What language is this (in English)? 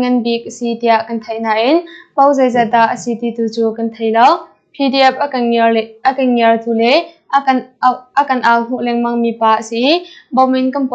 Hakha Chin